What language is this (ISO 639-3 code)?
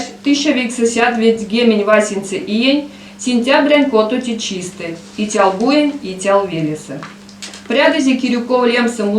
myv